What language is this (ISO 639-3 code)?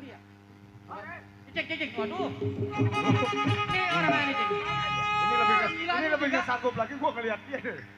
bew